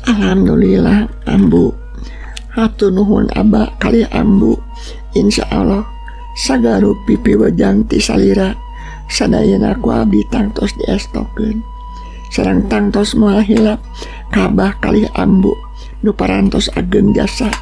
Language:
Sundanese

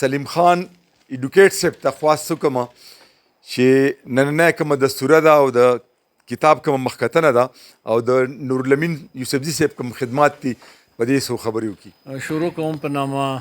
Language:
Pashto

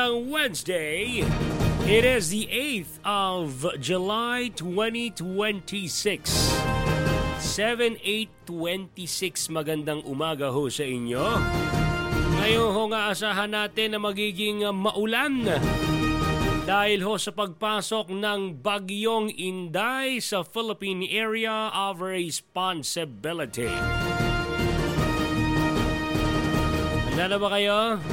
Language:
Filipino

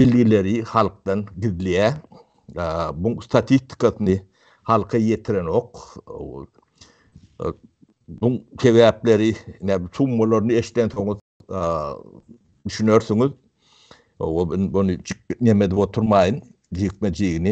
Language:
Turkmen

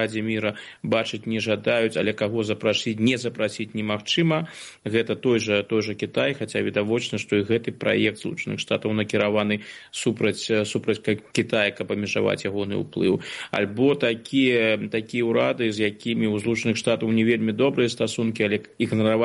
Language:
Belarusian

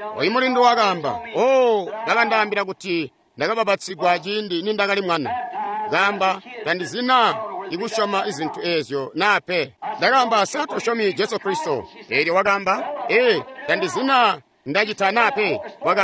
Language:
Tonga (Zambia)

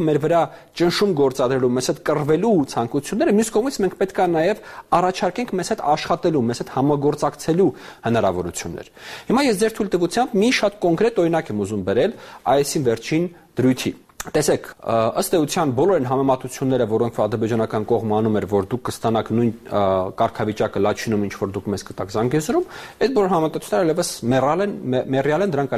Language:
Armenian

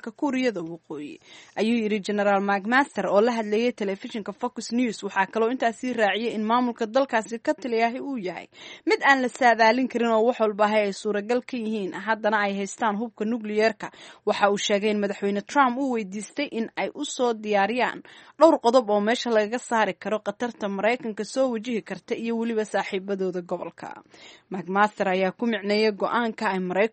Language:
Somali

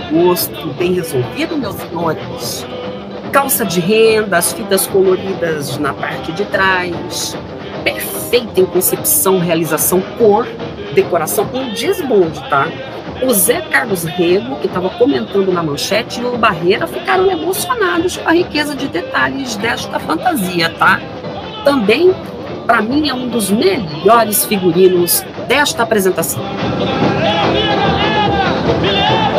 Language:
Portuguese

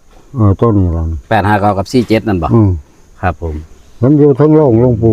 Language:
Northeastern Thai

